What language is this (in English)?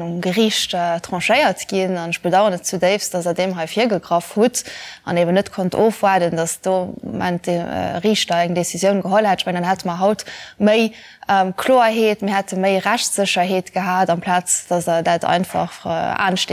Luxembourgish